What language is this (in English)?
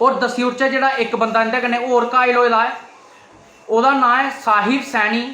Dogri